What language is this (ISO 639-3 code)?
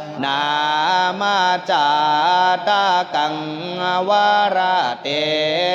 pli